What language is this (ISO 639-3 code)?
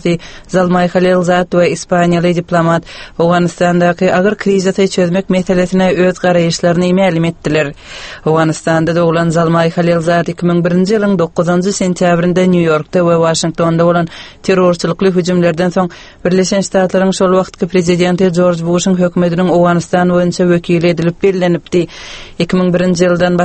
tuk